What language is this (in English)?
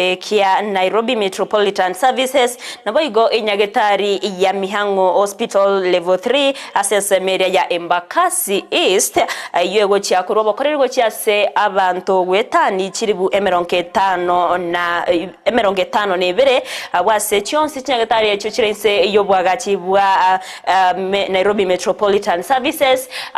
Gusii